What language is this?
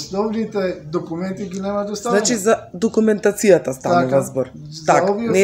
Macedonian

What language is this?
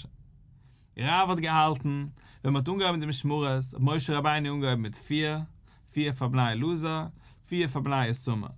Yiddish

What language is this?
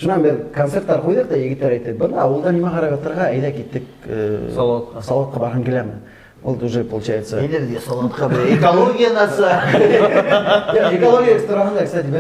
Bashkir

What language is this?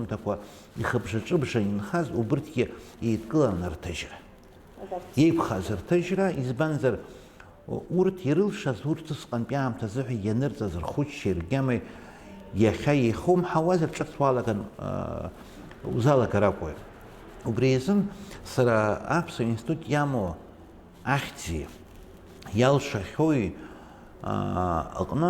Abkhazian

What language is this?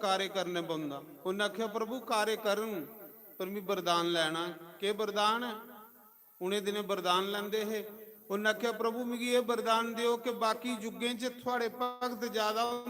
Dogri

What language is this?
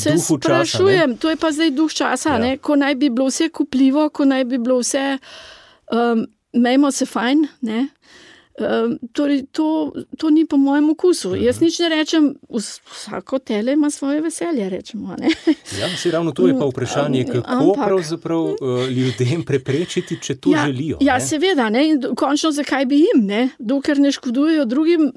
Slovenian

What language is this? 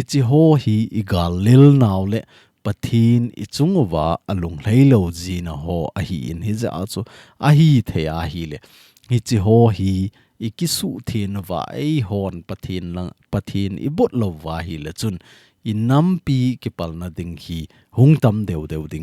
Thado Chin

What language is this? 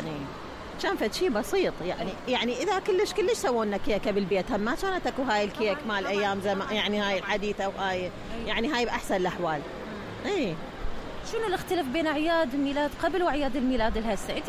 Mesopotamian Arabic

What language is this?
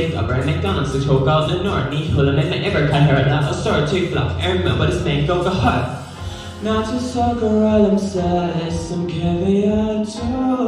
Irish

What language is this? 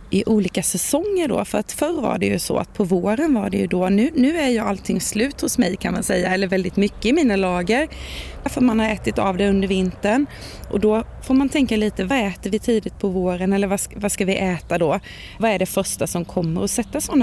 Swedish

